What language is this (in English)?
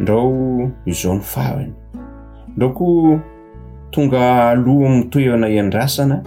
Malagasy